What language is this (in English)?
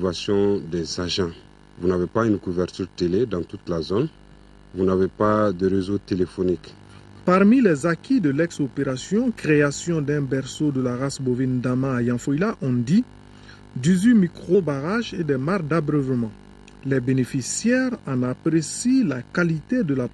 French